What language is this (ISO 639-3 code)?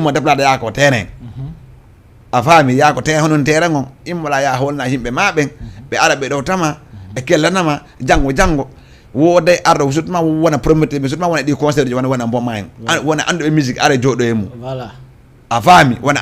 ful